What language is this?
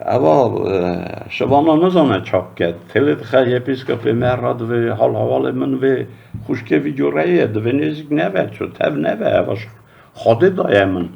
Kurdish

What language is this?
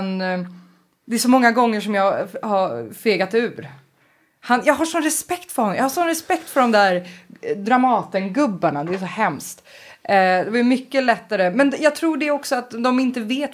Swedish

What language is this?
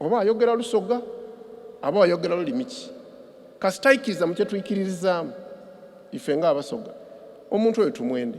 Soga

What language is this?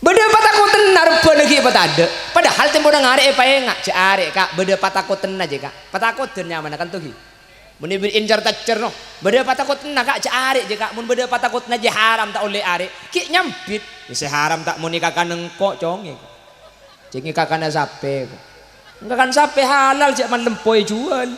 Madurese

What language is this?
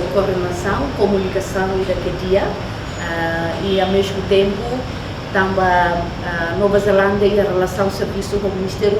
Tetum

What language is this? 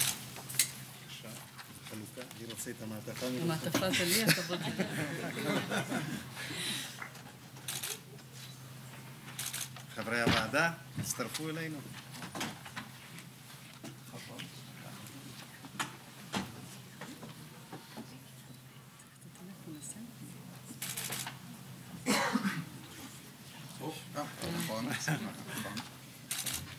Hebrew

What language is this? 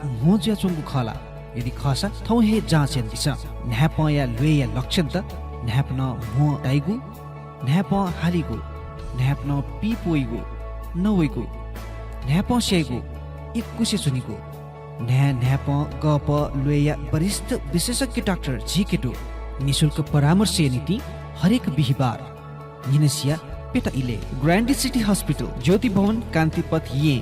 Newari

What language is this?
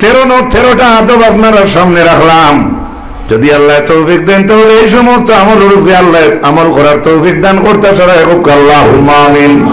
Sylheti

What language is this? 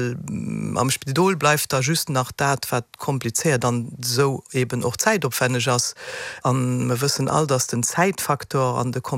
Luxembourgish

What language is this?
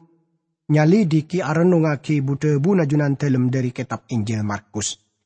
Madurese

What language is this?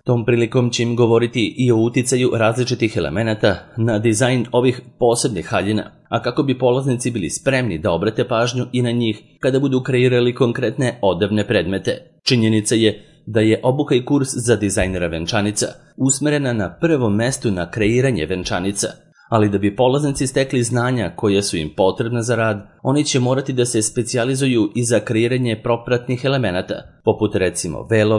Serbian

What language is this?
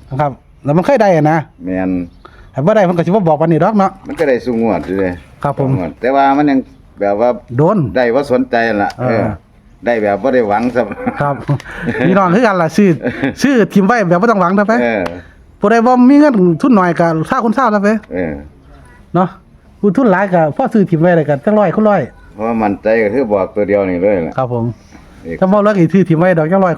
Northeastern Thai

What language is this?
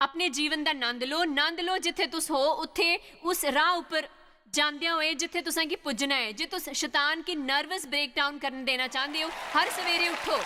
Dogri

